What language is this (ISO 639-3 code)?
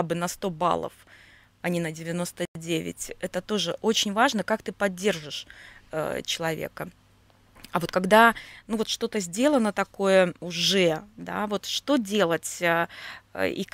rus